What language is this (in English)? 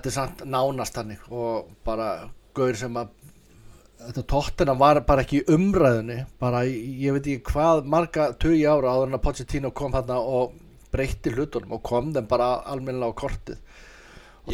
Icelandic